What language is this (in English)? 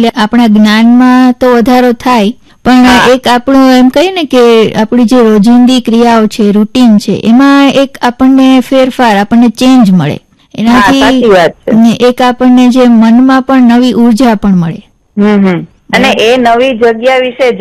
Gujarati